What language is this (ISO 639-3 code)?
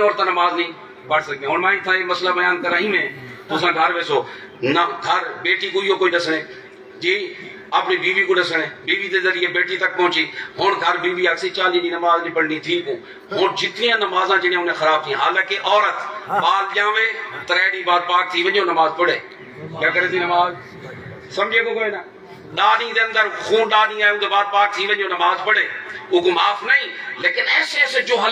skr